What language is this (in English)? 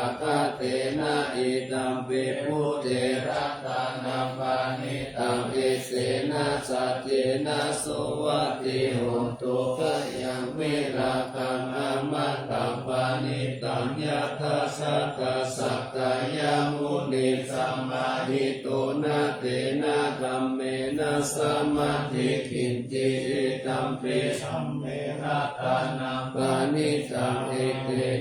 Pali